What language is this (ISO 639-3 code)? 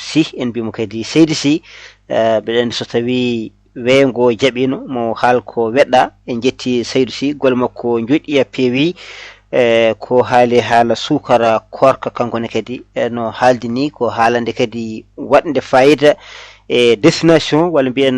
ful